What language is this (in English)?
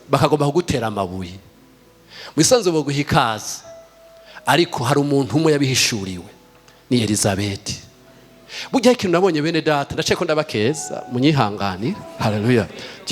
Rundi